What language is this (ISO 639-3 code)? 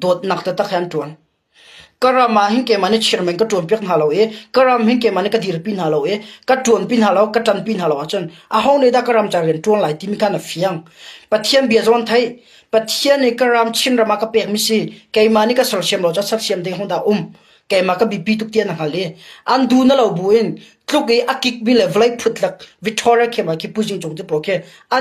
cnh